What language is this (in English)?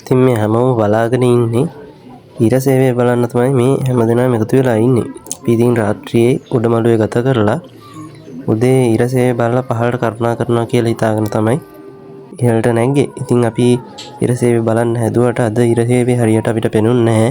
Sinhala